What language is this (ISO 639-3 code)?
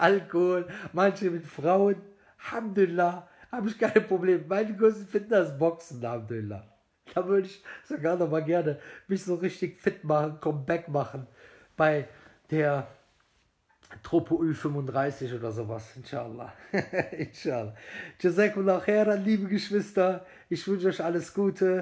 deu